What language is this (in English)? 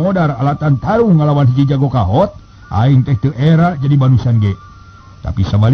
Sundanese